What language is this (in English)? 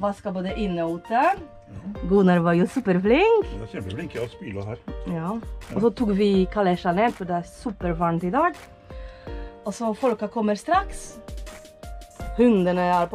Norwegian